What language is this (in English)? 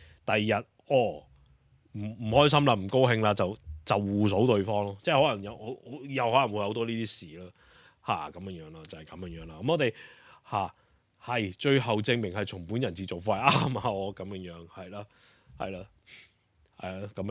Cantonese